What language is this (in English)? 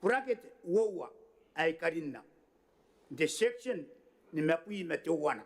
Gilbertese